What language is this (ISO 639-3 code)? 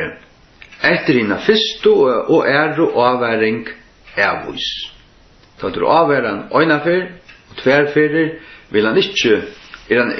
fao